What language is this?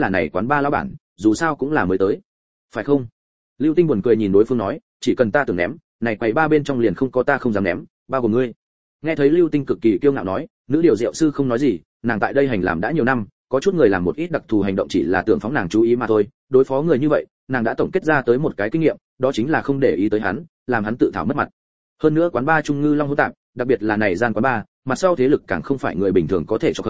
Vietnamese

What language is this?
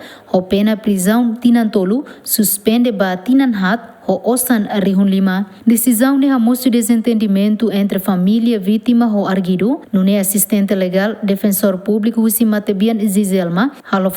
Tetum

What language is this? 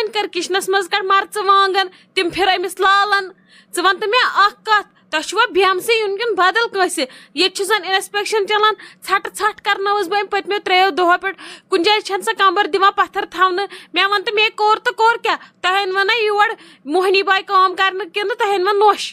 Kashmiri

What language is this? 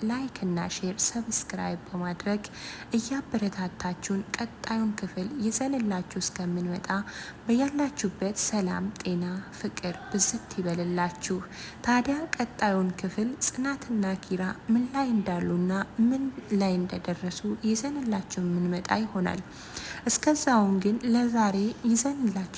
Amharic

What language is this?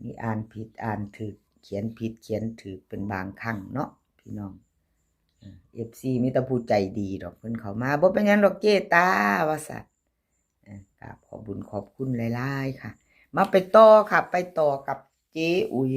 Northeastern Thai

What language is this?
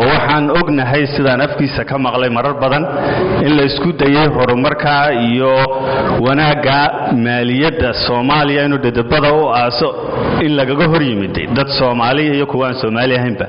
Somali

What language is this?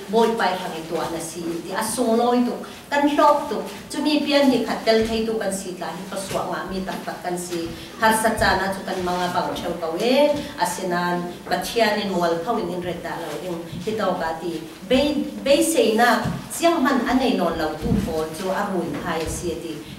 Falam Chin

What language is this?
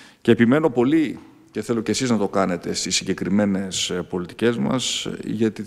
Greek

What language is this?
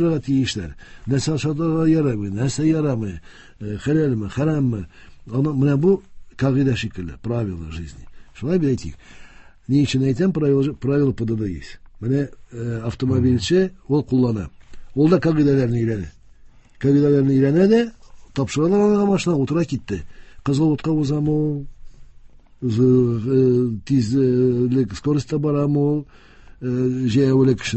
Tatar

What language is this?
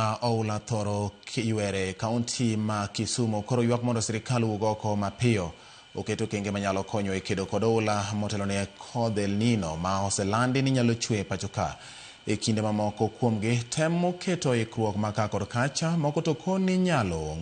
Luo (Kenya and Tanzania)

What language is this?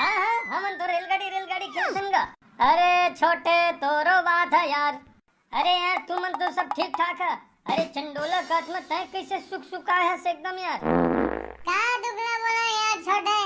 Chhattisgarhi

